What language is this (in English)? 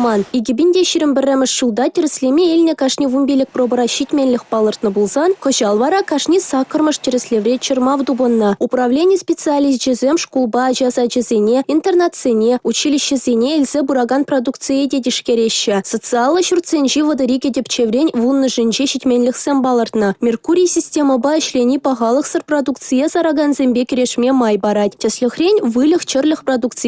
Chuvash